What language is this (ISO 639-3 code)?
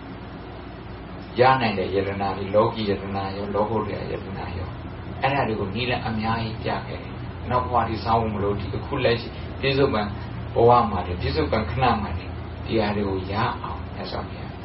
mya